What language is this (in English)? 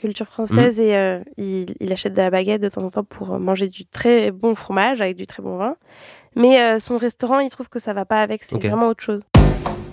French